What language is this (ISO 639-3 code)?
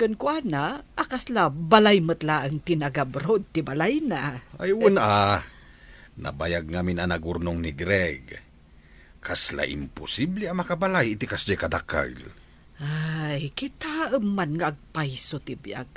ilo